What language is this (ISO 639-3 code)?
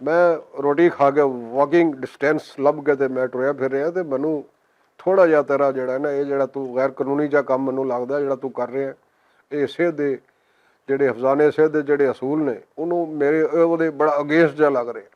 lah